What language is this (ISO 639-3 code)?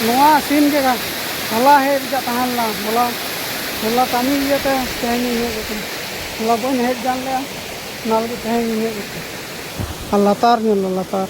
sat